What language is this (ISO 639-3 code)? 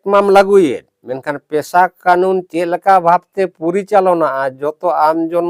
sat